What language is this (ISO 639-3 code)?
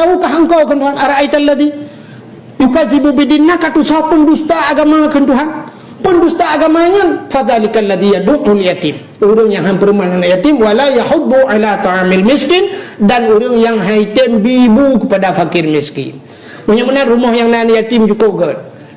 ace